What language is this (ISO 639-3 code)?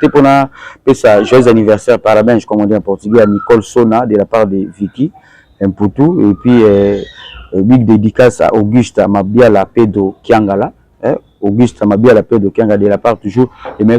lin